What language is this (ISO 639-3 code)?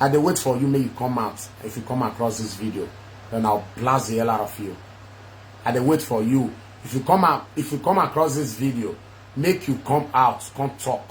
pcm